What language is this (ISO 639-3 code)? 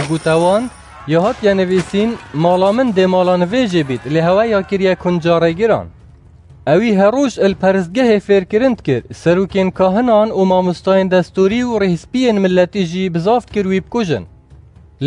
kur